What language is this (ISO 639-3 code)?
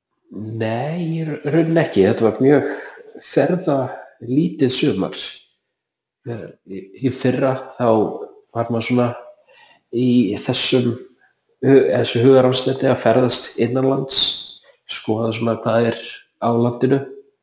isl